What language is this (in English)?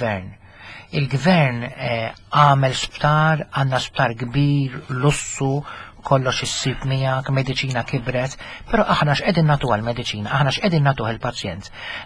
Maltese